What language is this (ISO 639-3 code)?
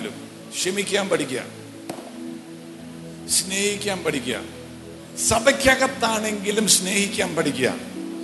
mal